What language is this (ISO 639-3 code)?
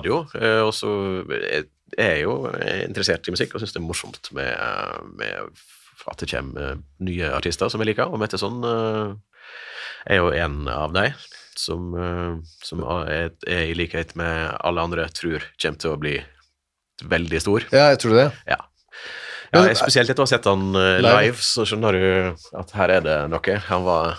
nor